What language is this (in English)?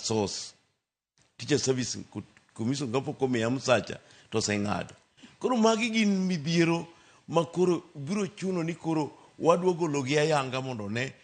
Luo (Kenya and Tanzania)